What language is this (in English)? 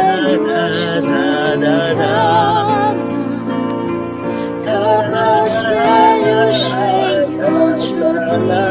Chinese